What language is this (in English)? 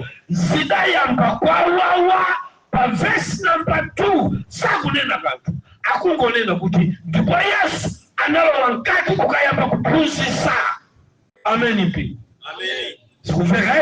Nyanja